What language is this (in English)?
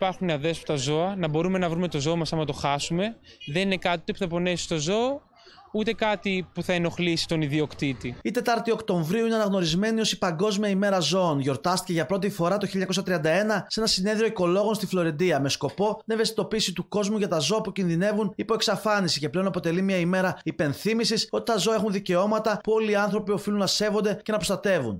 Greek